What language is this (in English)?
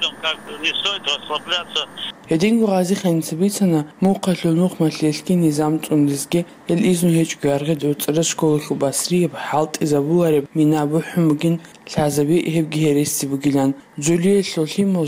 Avaric